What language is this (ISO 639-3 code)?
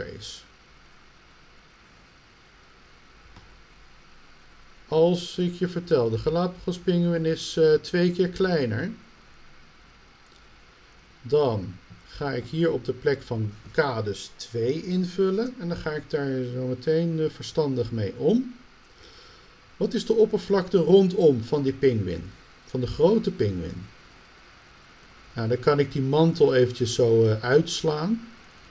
nld